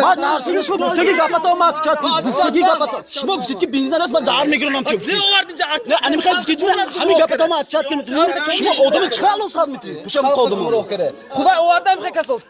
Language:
Tajik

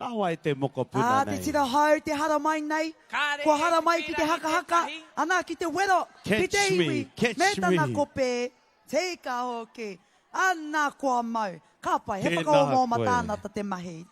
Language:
Māori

